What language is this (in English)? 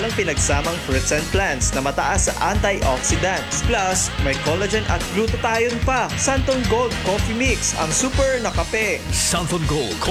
Filipino